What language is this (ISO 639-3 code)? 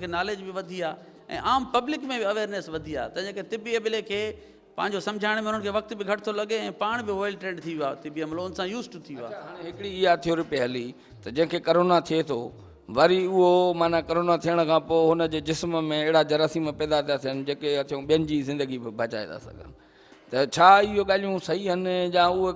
snd